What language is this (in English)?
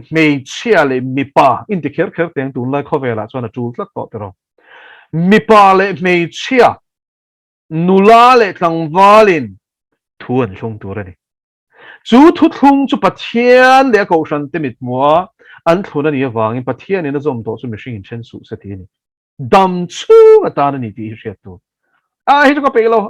Mizo